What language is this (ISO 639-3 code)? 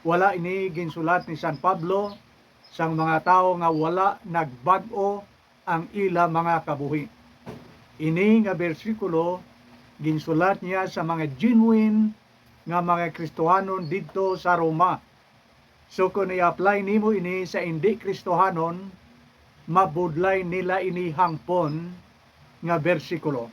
hil